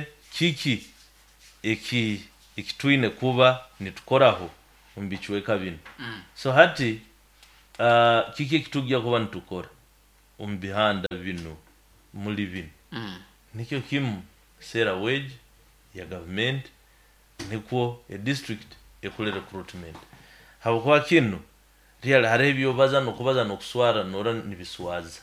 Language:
Nyoro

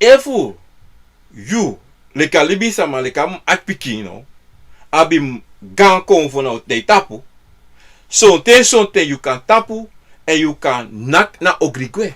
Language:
Sranan Tongo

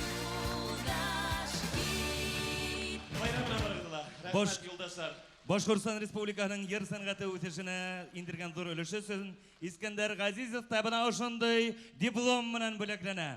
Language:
Bashkir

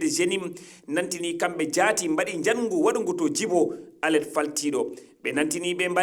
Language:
Fula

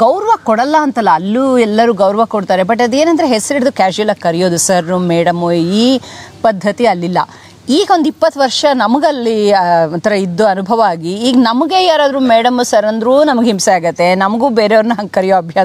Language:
Kannada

